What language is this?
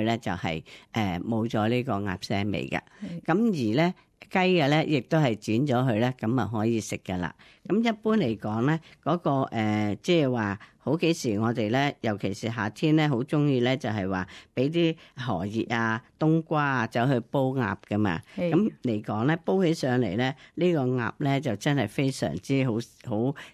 Cantonese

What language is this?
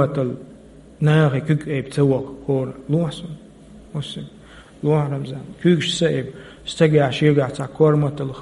Chechen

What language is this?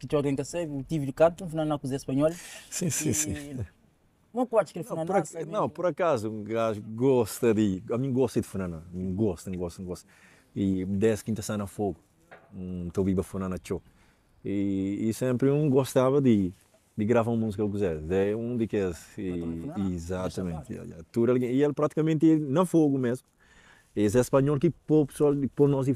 Kabuverdianu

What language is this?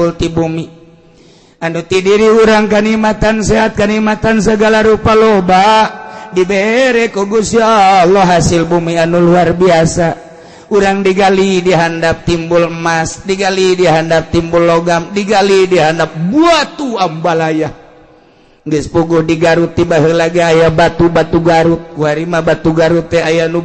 Sundanese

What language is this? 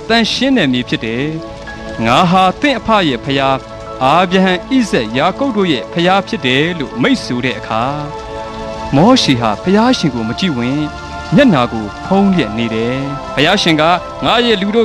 Burmese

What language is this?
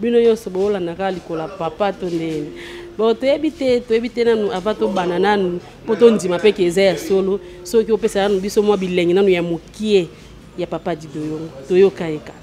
Lingala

